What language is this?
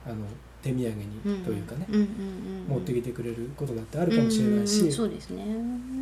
Japanese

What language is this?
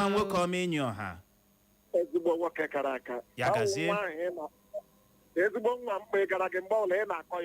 Igbo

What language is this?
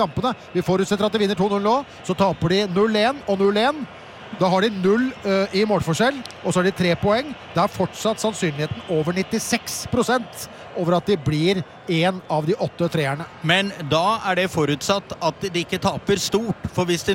Norwegian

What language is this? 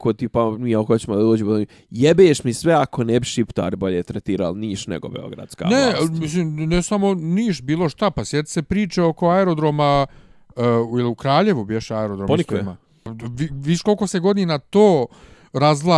Bosnian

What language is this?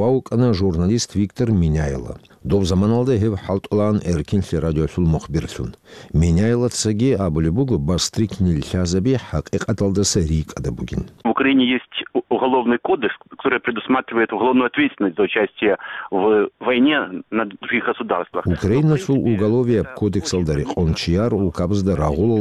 Avaric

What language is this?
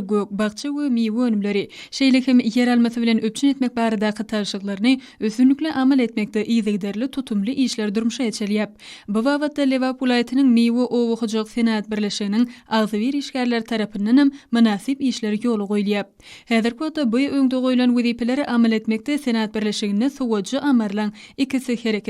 Turkmen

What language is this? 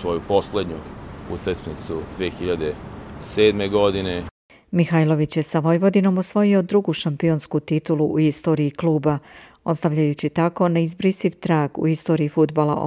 Serbian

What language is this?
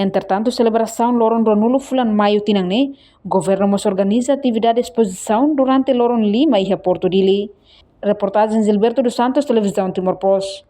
Tetum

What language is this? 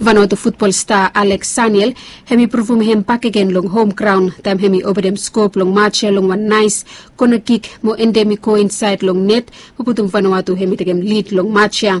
Bislama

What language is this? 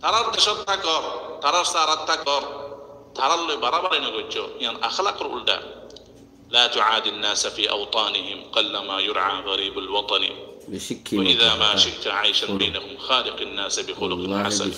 Rohingya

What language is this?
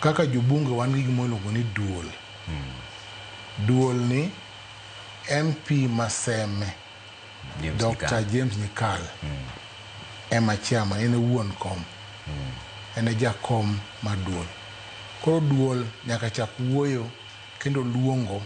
Luo (Kenya and Tanzania)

